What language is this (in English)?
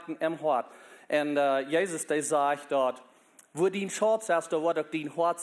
Plautdietsch